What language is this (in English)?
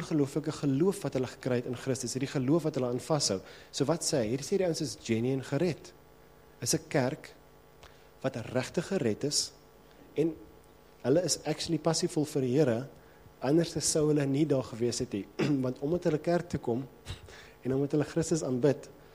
Afrikaans